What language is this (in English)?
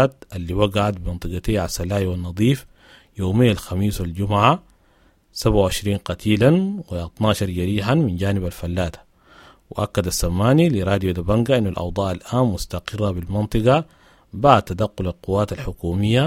Sudanese Arabic